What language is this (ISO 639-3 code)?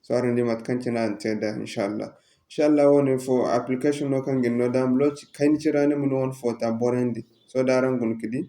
dje